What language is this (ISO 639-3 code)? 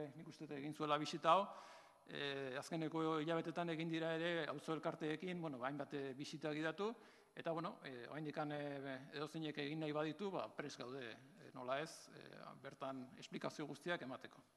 eus